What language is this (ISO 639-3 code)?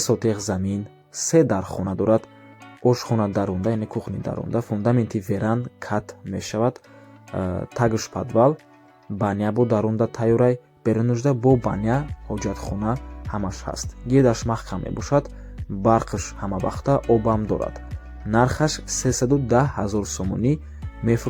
tgk